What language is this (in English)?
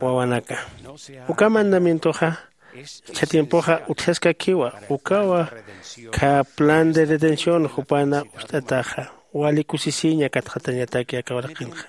Aymara